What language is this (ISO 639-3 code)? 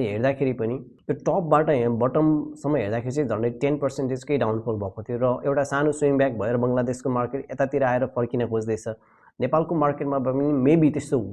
nep